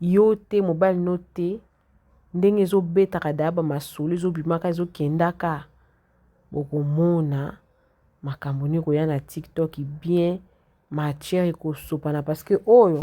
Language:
Lingala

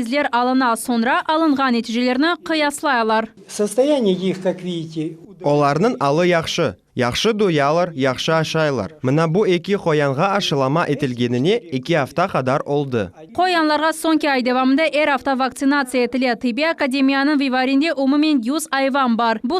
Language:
Crimean Tatar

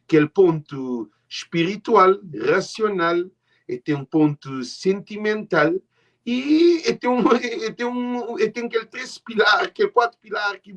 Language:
Kabuverdianu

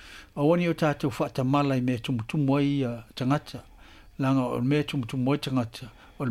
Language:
Samoan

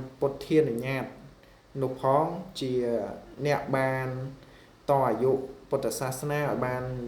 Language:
Khmer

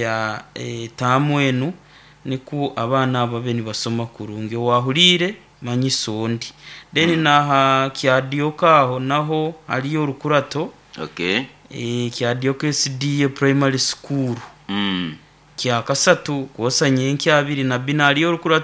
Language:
Nyoro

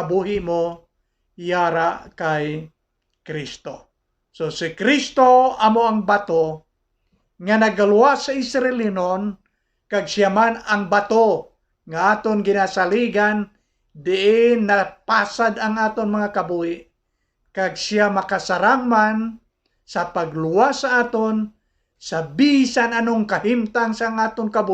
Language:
Hiligaynon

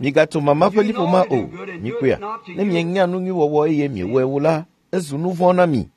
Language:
Ewe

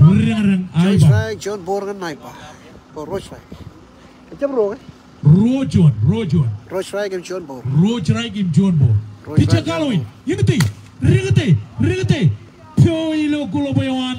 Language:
Marshallese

